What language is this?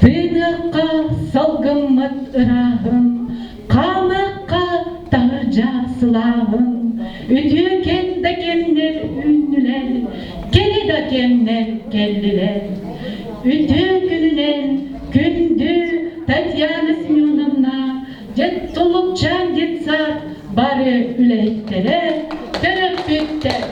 Yakut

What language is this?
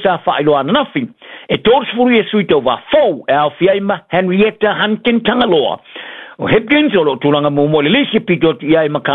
Samoan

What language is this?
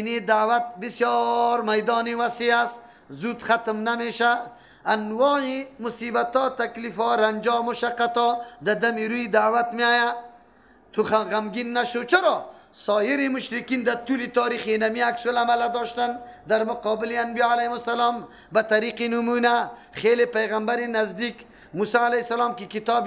Persian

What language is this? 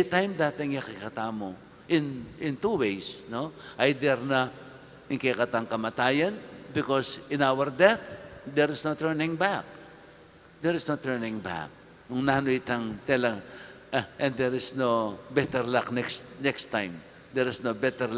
Pampanga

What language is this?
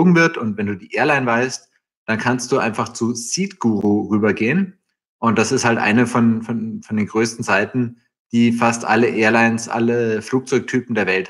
German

